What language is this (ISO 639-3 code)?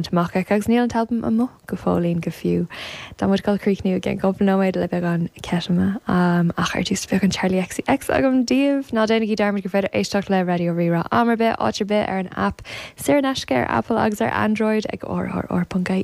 gle